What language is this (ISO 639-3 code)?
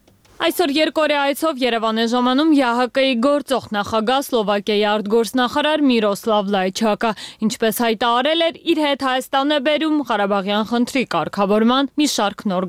hye